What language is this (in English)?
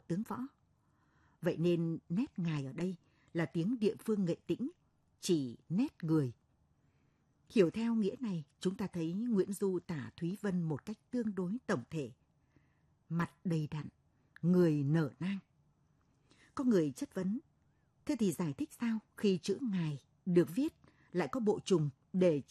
Vietnamese